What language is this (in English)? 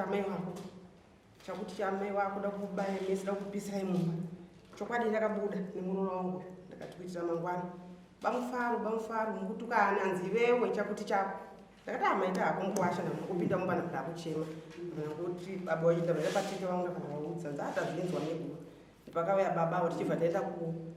Shona